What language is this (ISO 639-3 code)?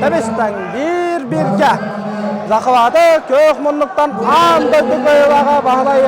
sah